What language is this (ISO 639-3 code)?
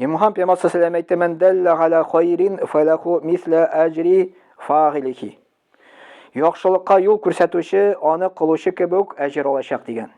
tat